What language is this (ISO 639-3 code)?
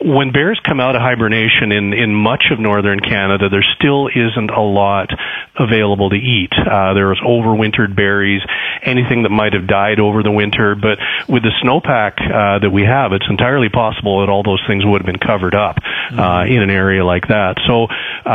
eng